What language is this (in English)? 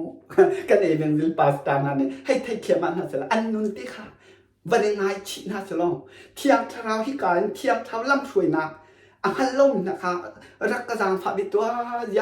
Hakha Chin